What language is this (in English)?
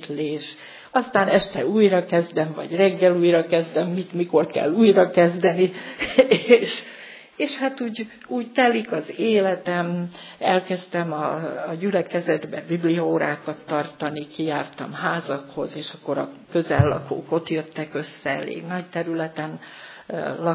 Hungarian